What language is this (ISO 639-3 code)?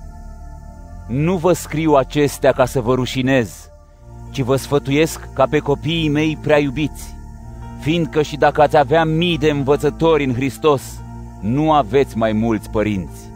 ron